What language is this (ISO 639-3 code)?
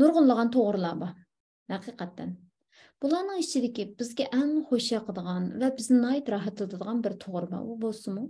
uig